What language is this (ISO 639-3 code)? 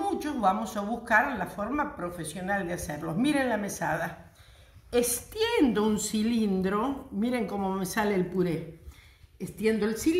spa